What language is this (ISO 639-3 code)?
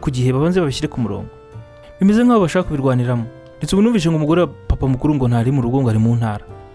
kin